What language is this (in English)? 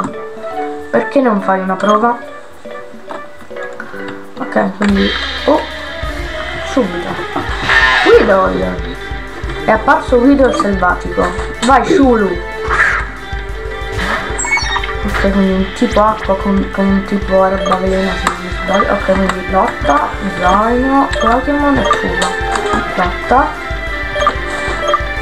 Italian